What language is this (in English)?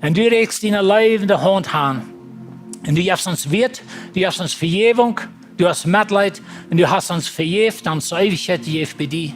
Plautdietsch